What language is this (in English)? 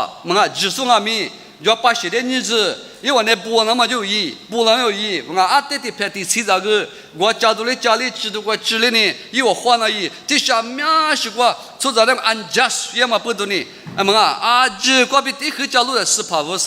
Lisu